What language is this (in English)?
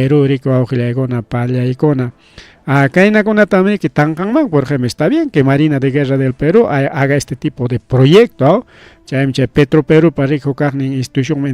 Ayacucho Quechua